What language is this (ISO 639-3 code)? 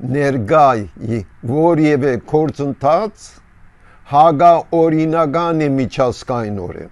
hye